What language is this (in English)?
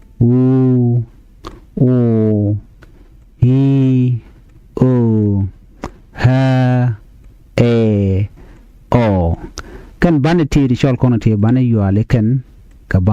Nuer